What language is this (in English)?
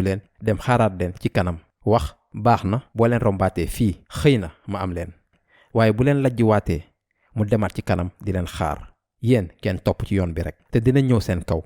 Wolof